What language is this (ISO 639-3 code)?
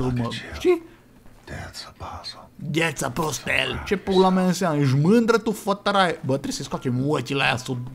ron